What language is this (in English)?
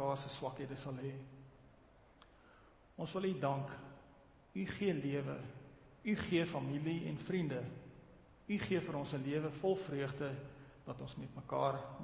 Afrikaans